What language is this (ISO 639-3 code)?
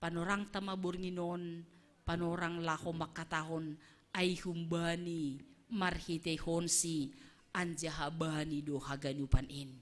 bts